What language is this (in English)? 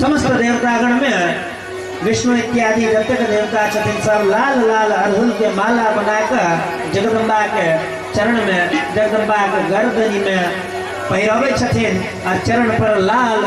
Maithili